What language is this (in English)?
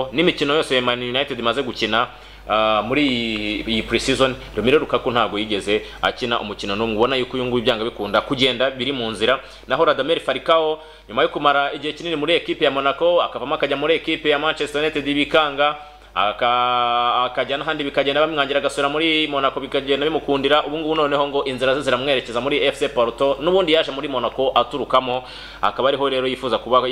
Kinyarwanda